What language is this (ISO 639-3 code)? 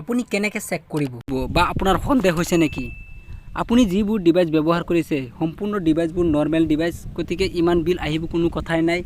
asm